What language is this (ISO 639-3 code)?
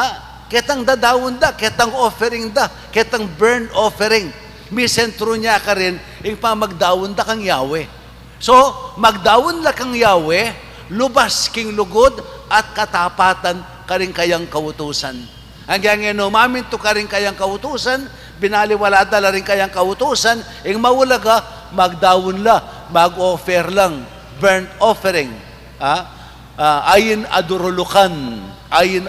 pam